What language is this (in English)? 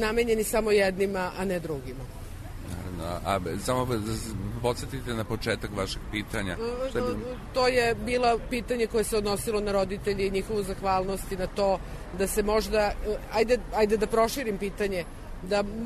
Serbian